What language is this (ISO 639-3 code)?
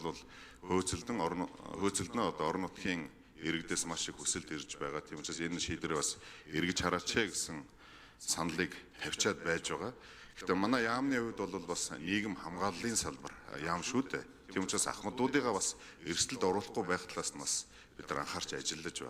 mon